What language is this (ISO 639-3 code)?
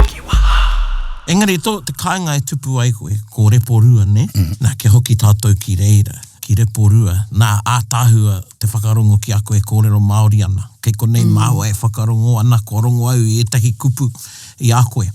mri